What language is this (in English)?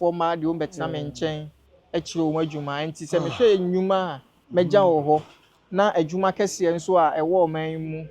Akan